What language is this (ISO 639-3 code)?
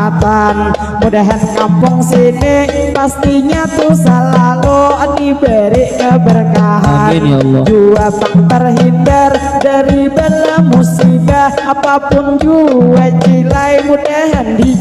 bjn